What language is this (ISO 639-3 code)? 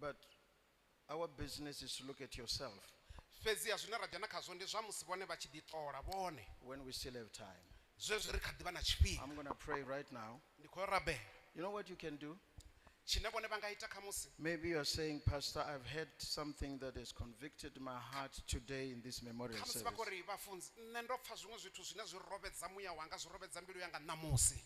ven